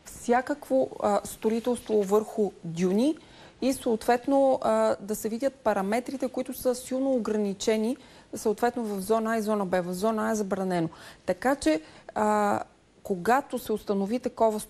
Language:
Bulgarian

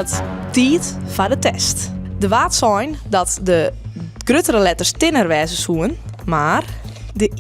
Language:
Western Frisian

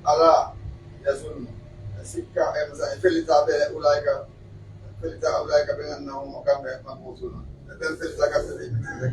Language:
Pular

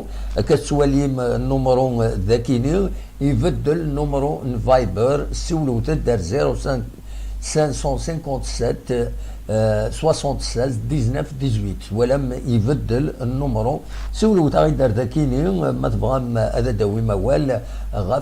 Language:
Kabyle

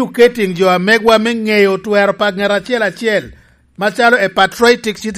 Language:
Lango (Uganda)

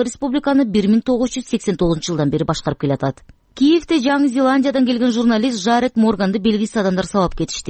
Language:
Kyrgyz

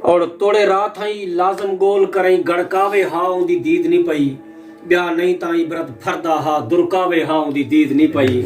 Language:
Saraiki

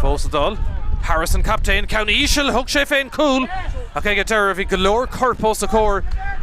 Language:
Irish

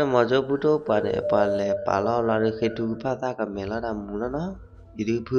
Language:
S'gaw Karen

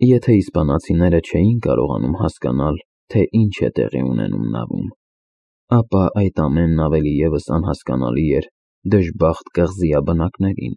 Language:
Armenian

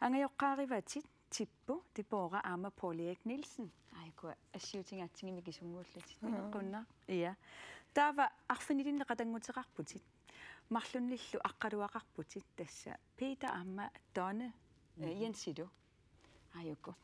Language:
Kalaallisut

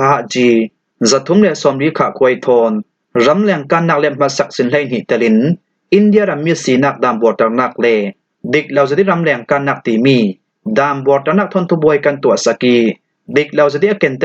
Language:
Falam Chin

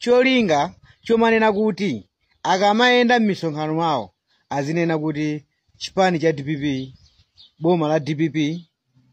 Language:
Nyanja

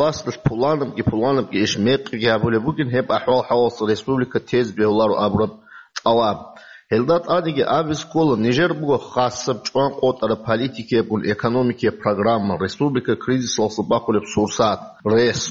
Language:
Avaric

